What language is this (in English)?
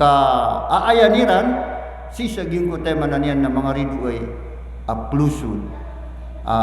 Maranao